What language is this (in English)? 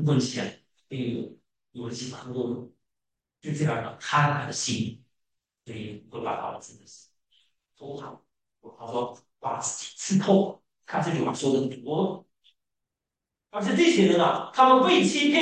Chinese